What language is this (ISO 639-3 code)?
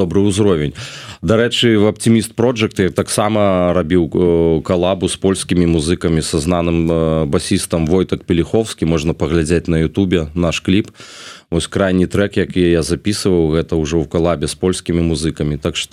bel